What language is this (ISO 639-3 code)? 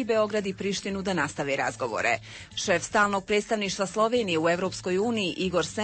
bos